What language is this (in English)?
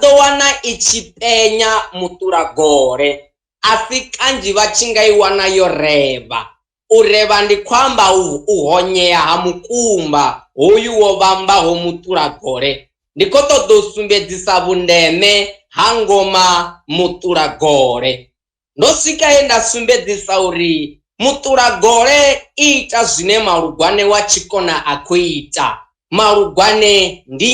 Venda